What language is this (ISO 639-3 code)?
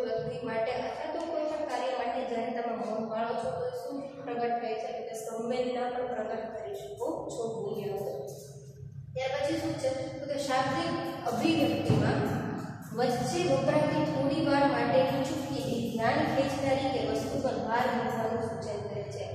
guj